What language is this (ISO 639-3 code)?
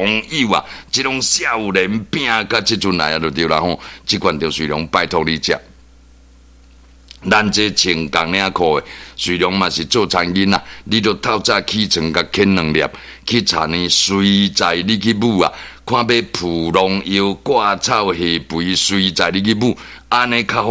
nan